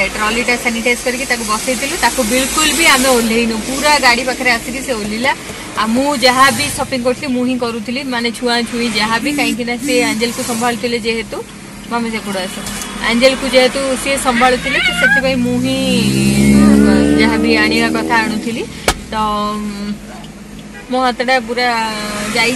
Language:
Odia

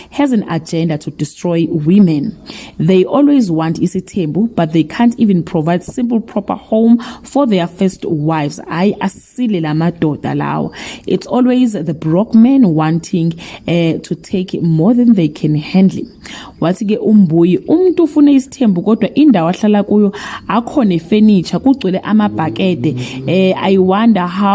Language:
Zulu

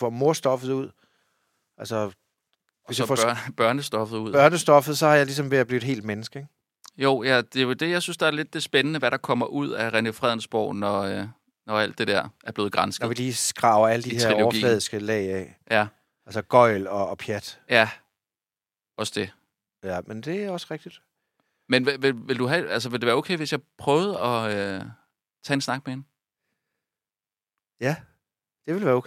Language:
Danish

